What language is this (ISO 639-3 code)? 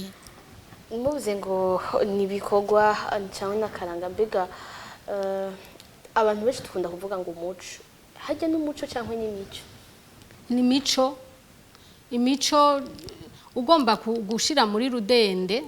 run